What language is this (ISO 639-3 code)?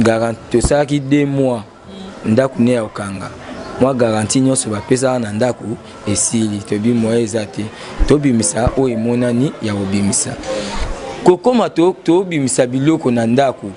lin